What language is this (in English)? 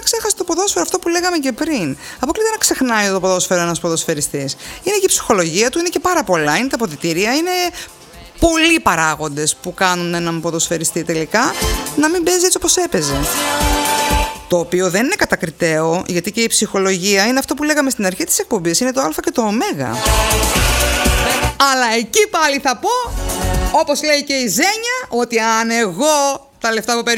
Greek